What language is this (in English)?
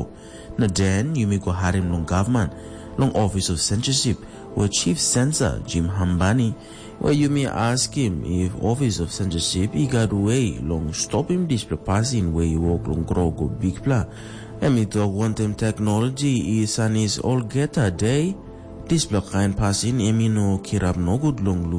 Tok Pisin